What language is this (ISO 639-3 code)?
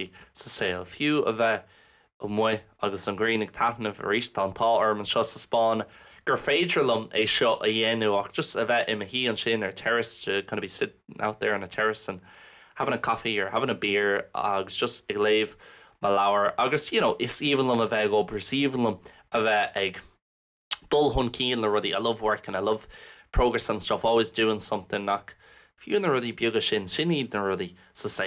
gle